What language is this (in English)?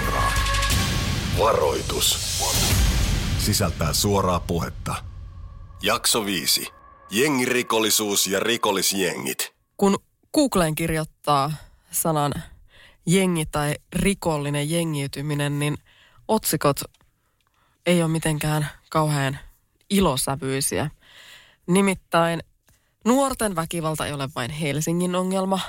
Finnish